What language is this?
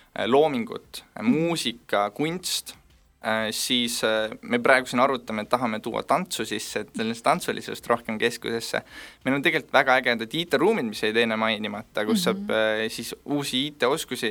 Estonian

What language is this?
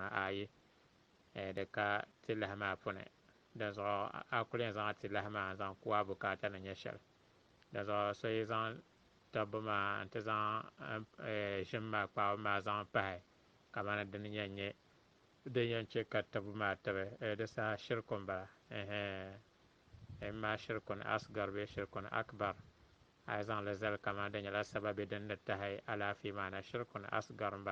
Dagbani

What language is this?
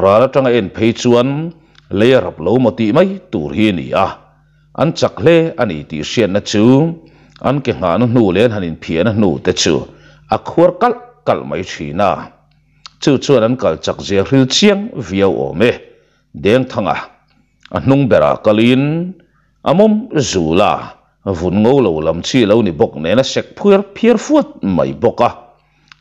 Mizo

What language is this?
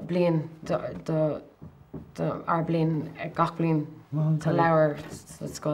Irish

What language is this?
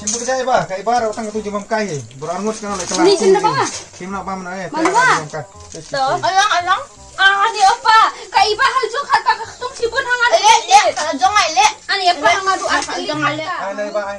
Khasi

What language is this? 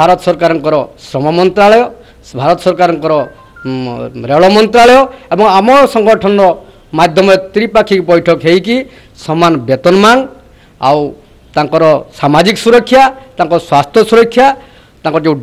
Odia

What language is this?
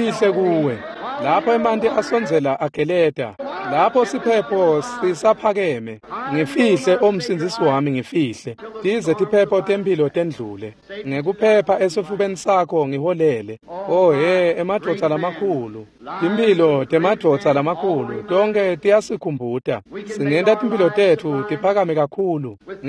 Swati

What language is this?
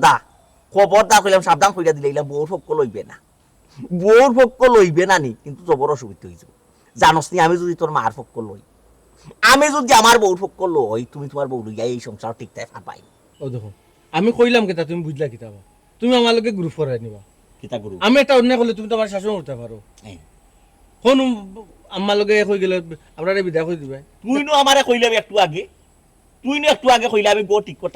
Sylheti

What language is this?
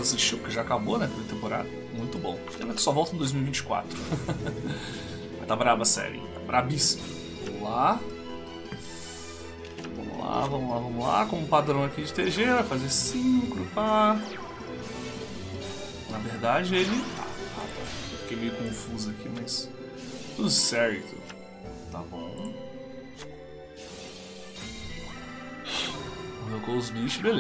Portuguese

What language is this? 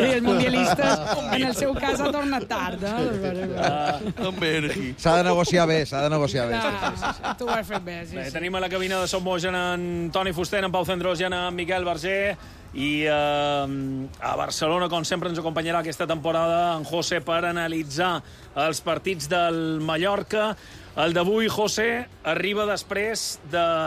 Catalan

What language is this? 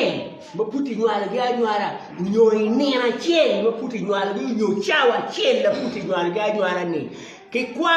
Acoli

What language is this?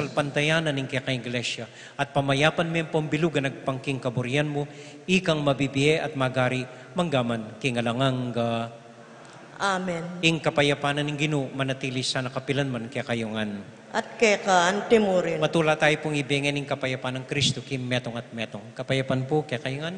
Pampanga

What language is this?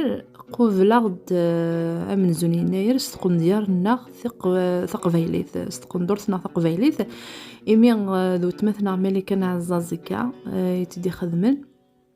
Kabyle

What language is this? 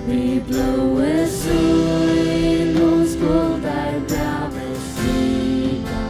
Faroese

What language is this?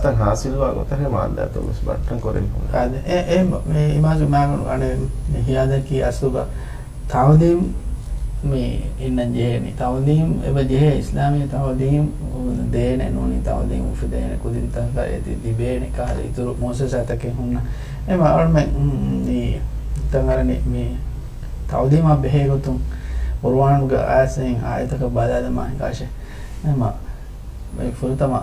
Divehi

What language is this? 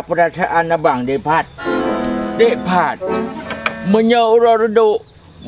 Achinese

